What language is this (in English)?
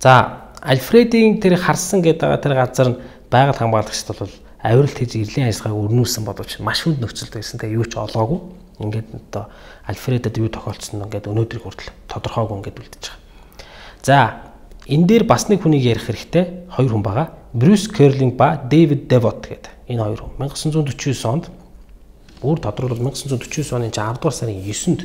Mongolian